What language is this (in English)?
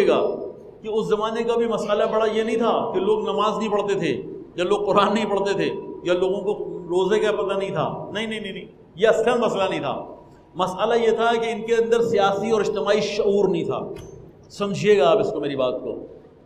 Urdu